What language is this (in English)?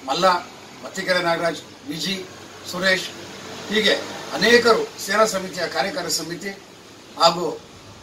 Kannada